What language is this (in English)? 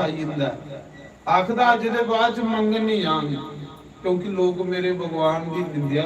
Dogri